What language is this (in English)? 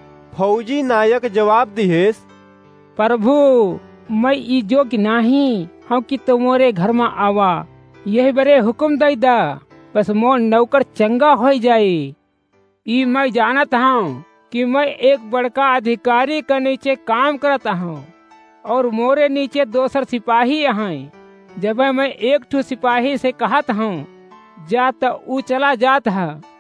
Awadhi